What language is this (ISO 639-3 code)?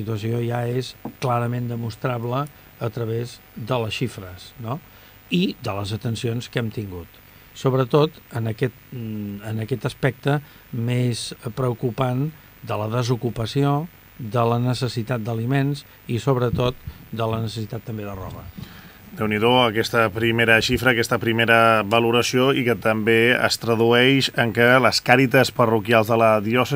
cat